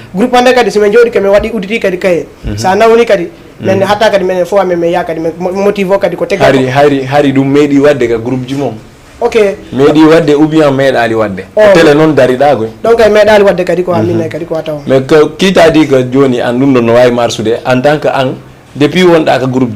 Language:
Fula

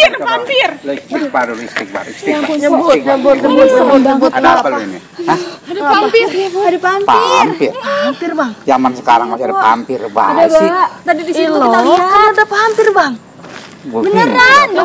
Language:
Betawi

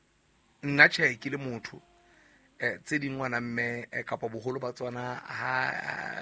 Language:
Southern Sotho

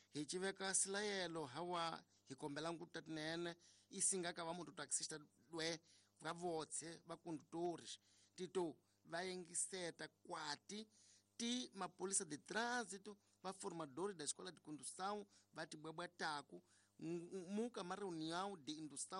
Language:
Tsonga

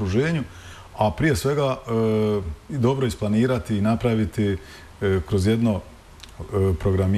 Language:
Bosnian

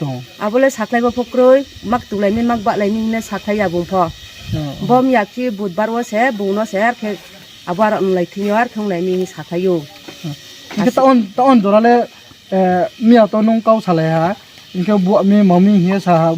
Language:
Riang (India)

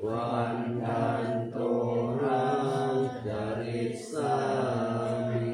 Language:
Pali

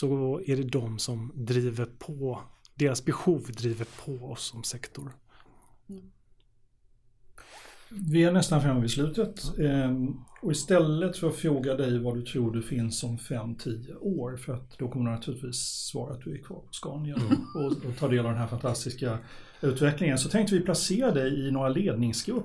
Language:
Swedish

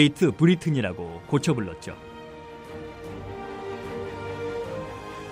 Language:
Korean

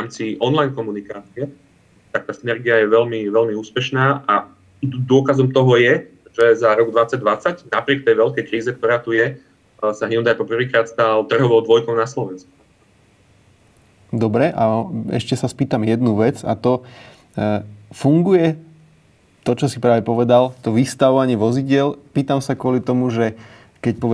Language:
Slovak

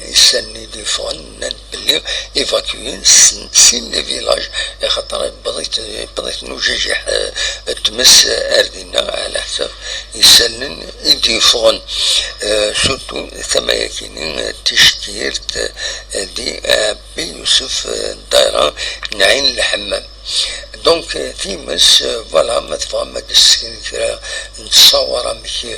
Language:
Kabyle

